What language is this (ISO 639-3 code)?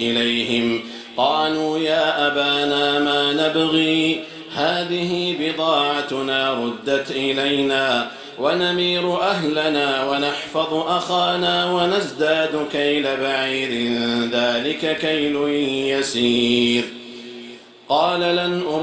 ara